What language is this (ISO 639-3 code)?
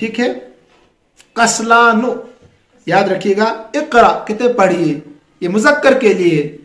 urd